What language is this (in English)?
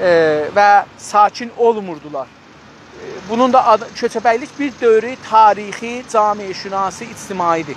South Azerbaijani